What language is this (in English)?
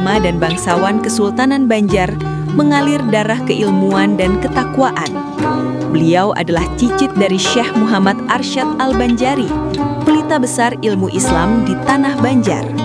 Banjar